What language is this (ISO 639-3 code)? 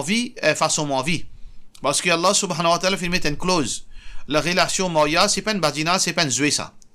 mfe